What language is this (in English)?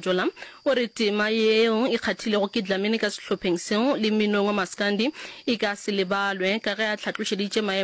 Northern Sotho